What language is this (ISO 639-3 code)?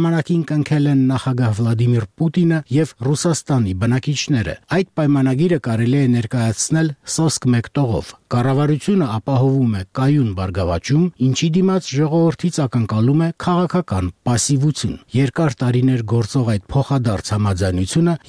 hye